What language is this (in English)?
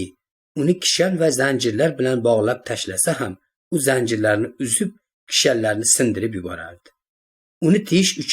Uzbek